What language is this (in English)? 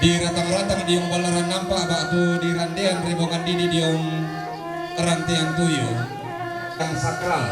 Toraja-Sa'dan